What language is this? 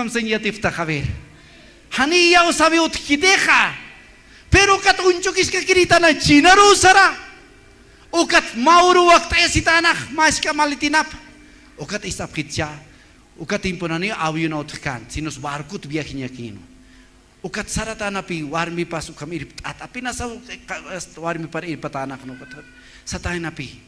Aymara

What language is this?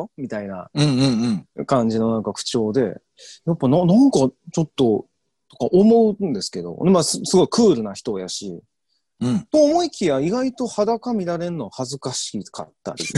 Japanese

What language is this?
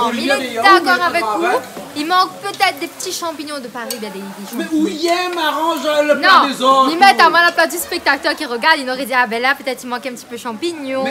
Réunion Creole French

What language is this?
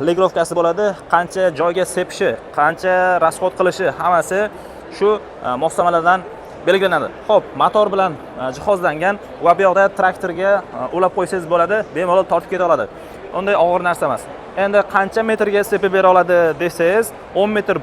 Uzbek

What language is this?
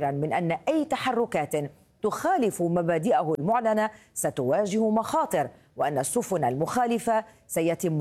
Arabic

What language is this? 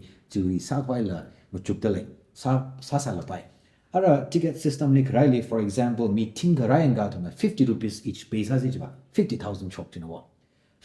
Tangkhul Naga (India)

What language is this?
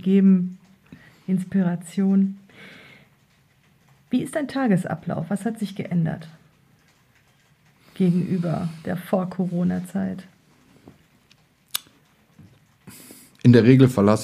German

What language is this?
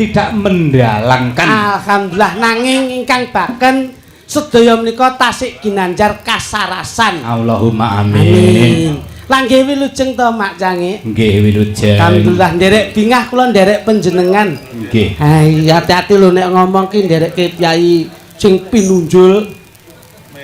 Javanese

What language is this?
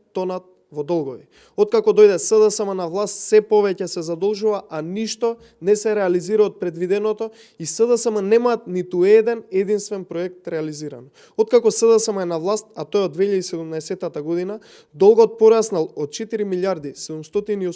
Macedonian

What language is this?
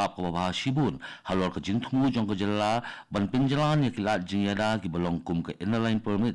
Khasi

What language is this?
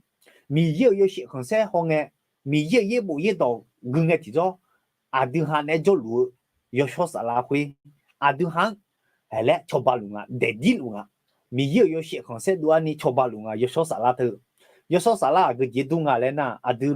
Akha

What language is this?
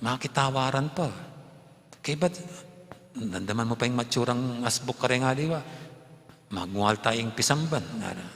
Pampanga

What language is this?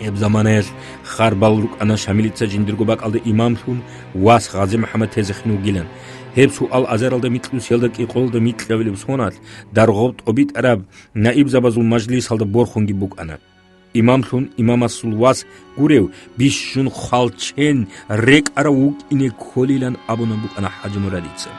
Avaric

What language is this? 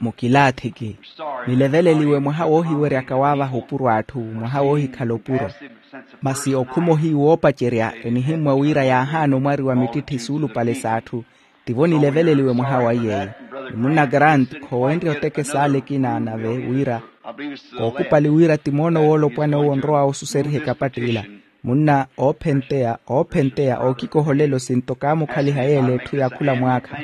Makhuwa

